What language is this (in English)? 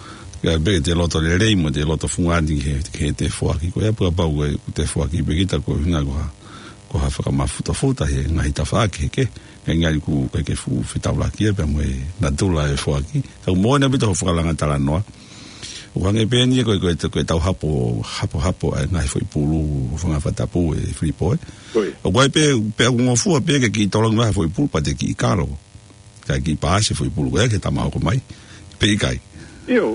Tongan